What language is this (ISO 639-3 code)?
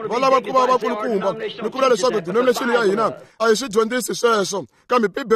tso